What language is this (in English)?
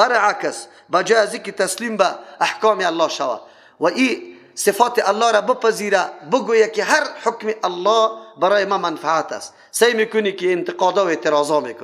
Persian